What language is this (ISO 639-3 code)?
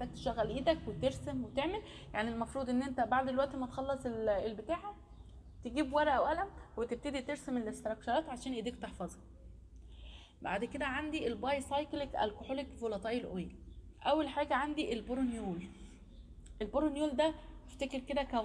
arz